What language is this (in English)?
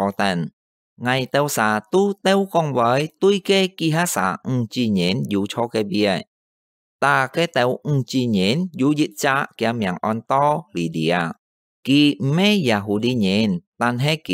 Hakka Chinese